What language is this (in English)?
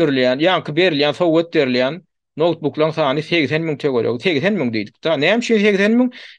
Turkmen